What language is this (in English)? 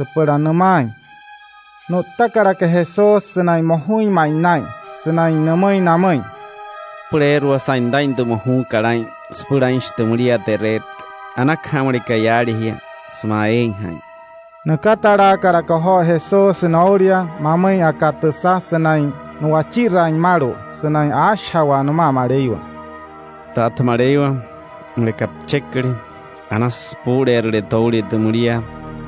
Wayuu